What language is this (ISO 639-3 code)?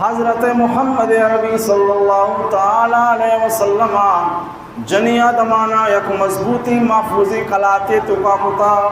bal